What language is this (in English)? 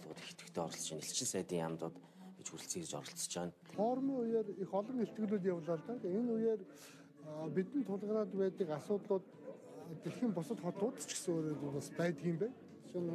Mongolian